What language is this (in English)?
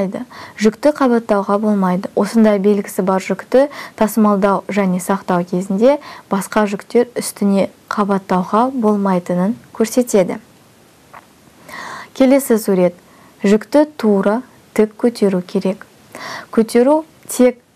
Kazakh